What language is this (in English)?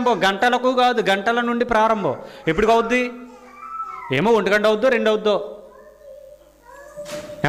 Telugu